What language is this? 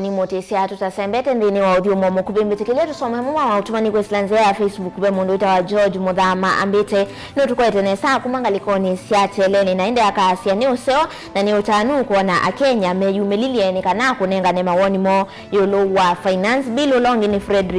Kamba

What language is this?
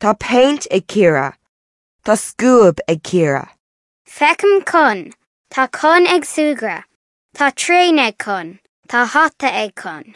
Irish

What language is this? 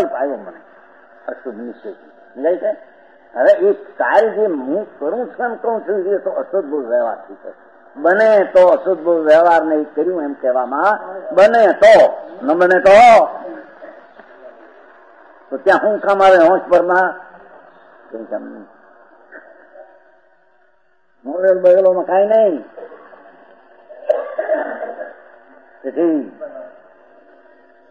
Gujarati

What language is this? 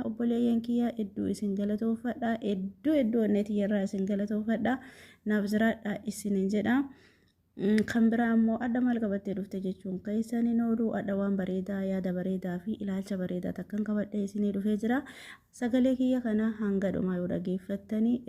Oromo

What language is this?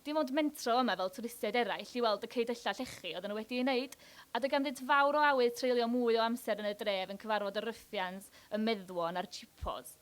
Welsh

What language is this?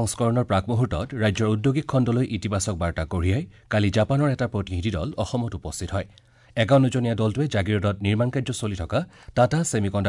Assamese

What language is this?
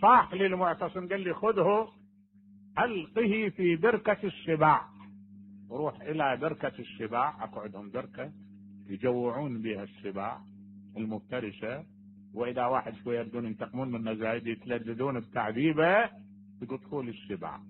Mesopotamian Arabic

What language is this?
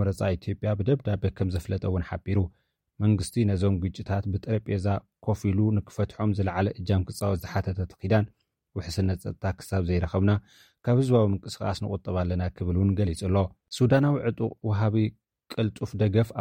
Tigrinya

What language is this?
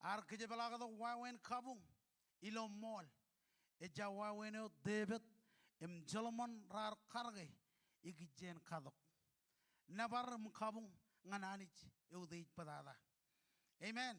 Marshallese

